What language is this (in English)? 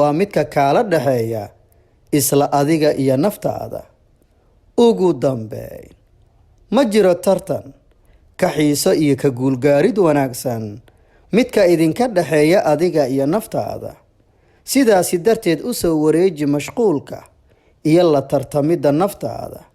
Somali